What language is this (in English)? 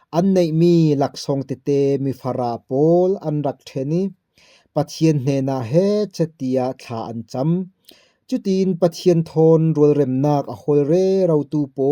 Falam Chin